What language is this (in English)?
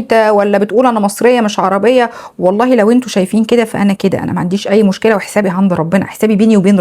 Egyptian Arabic